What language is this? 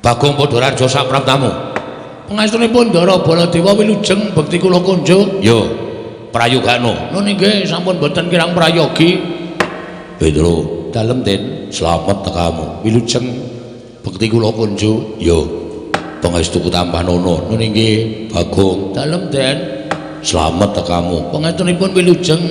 Javanese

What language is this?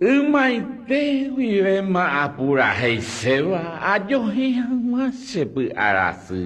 Guarani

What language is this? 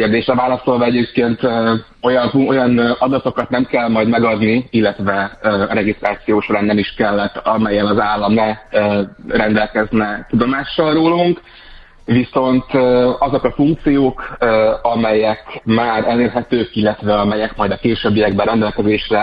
Hungarian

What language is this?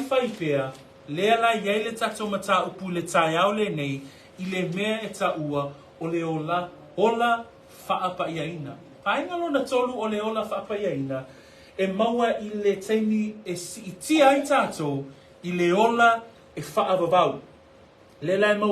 Samoan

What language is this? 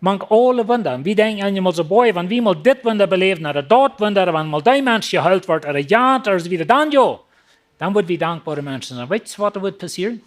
Plautdietsch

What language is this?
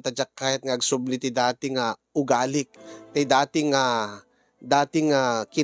Iloko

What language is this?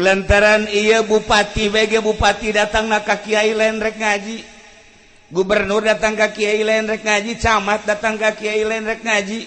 Sundanese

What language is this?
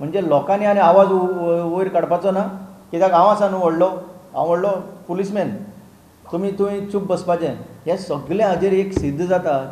Konkani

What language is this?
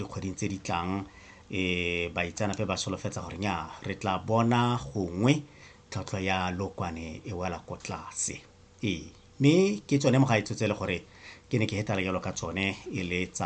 Tswana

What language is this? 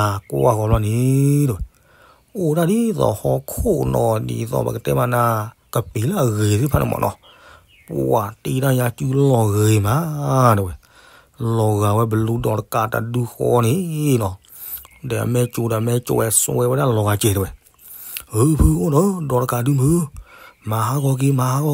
S'gaw Karen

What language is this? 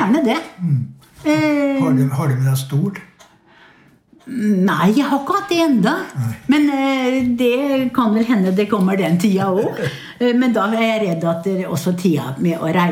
Norwegian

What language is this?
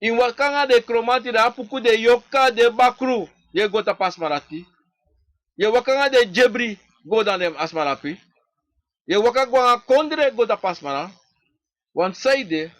Sranan Tongo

